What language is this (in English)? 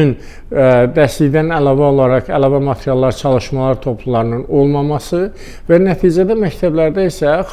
Azerbaijani